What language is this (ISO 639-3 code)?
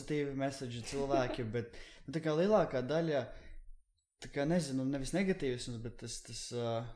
lav